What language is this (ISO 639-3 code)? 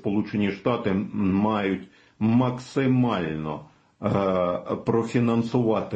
ukr